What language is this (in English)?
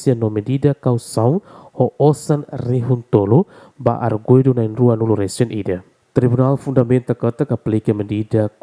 Tetum